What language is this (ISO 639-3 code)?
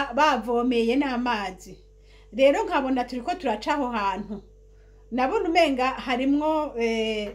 run